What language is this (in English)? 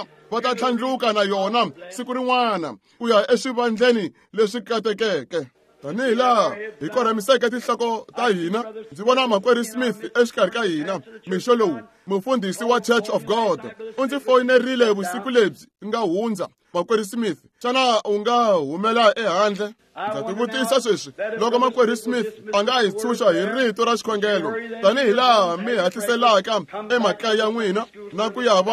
Tsonga